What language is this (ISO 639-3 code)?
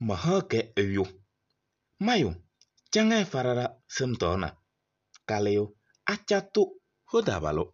kbp